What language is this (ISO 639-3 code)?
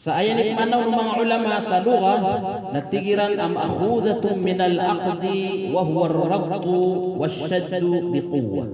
mrw